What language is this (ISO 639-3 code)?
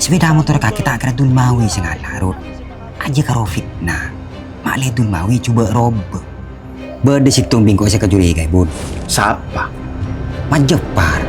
mad